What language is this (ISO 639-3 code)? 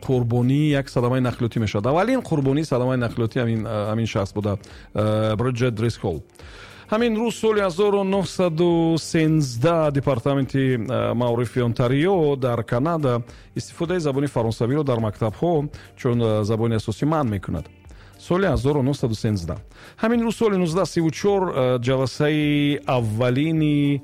tgk